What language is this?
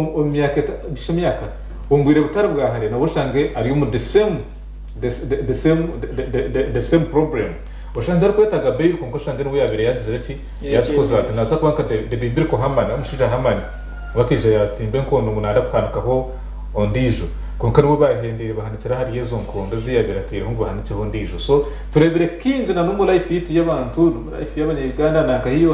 Nyankole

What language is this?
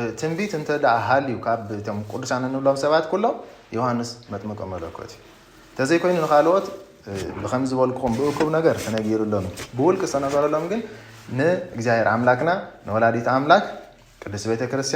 Tigrinya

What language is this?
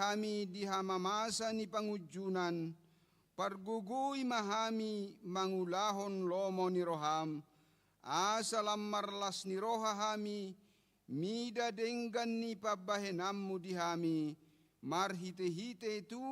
Batak Toba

